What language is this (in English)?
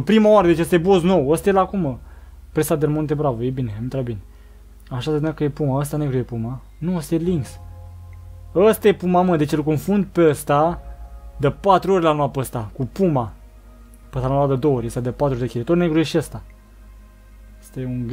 Romanian